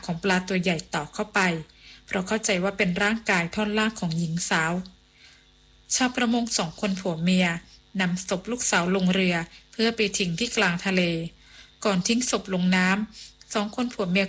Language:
Thai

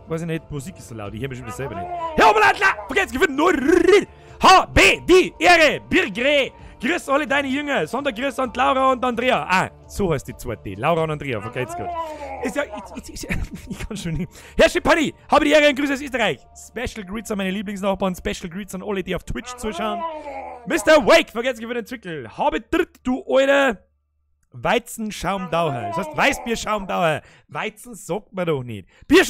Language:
Bavarian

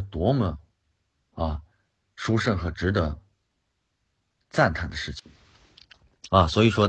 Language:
Chinese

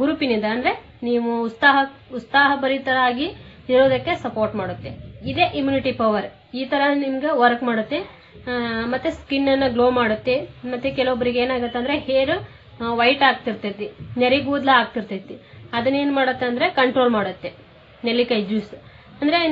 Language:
Kannada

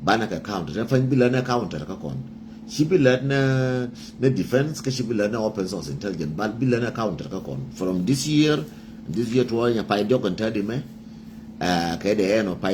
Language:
Nuer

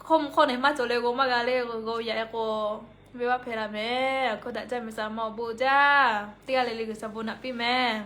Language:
Lahu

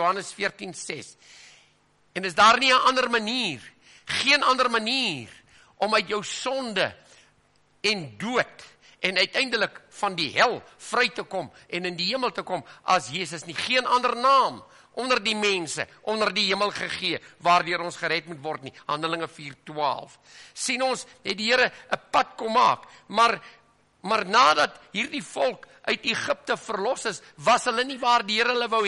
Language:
Afrikaans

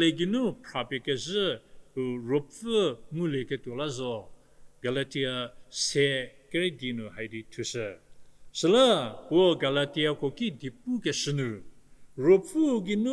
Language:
Angami Naga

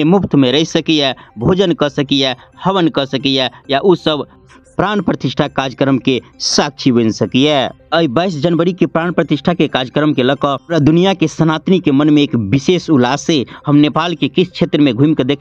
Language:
Maithili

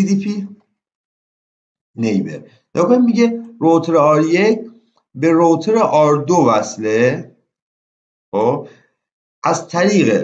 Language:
Persian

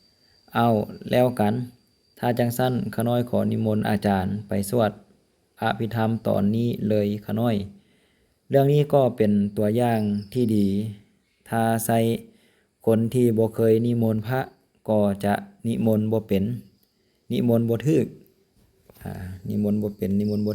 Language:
Lao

